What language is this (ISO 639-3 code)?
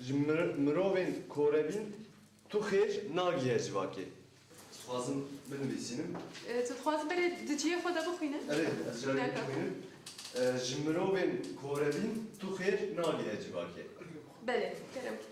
kur